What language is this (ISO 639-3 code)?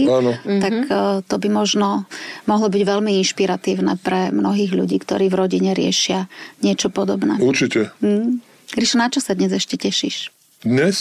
slk